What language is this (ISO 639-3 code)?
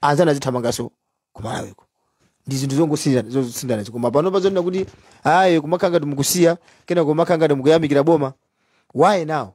nya